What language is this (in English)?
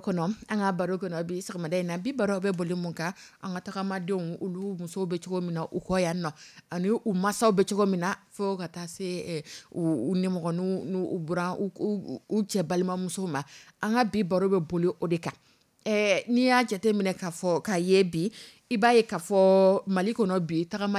Dyula